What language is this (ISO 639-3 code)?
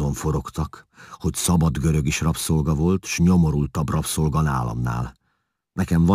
hun